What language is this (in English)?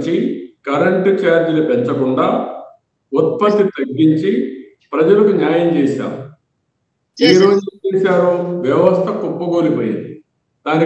Telugu